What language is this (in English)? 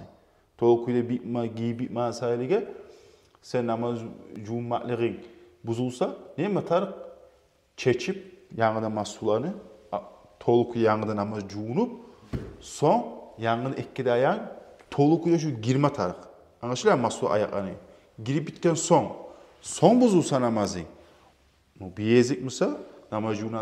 Kumyk